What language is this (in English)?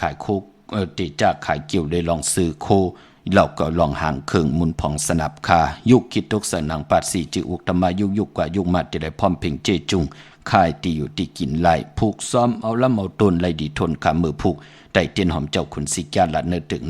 Shan